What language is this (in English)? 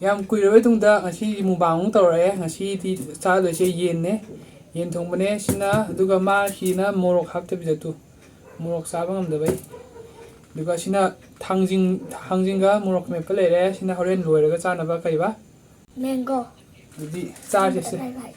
Manipuri